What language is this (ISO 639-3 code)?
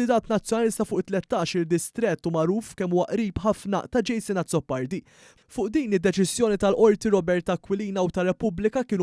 mlt